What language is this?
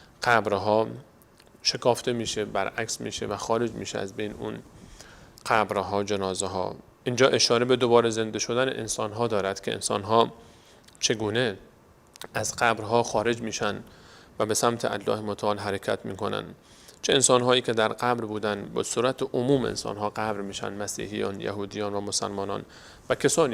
Persian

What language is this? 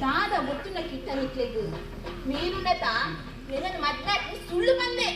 Tulu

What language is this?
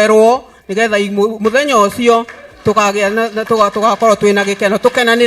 Kikuyu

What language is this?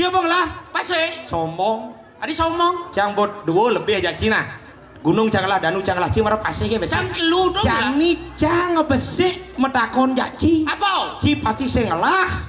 Balinese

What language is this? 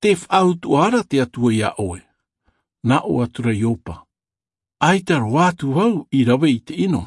Tahitian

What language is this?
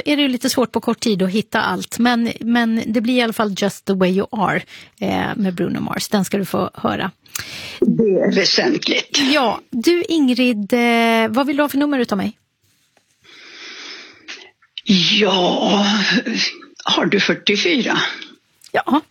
Swedish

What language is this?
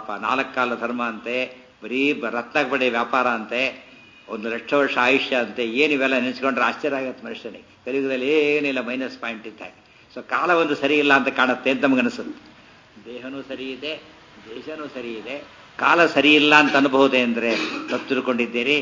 Kannada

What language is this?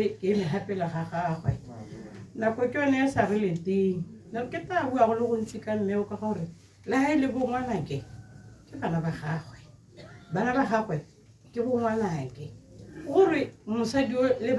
Tswana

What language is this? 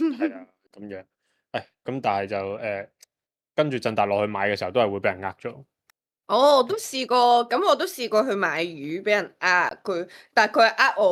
Cantonese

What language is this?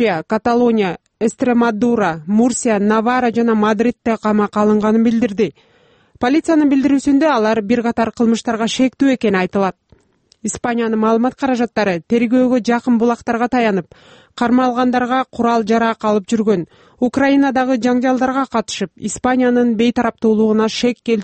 Kyrgyz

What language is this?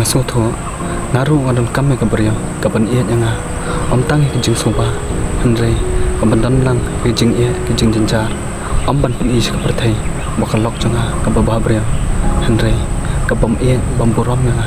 Khasi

